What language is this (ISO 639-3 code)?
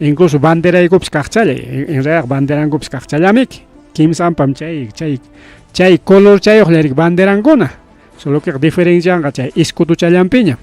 quy